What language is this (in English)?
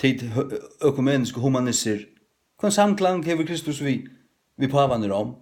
Faroese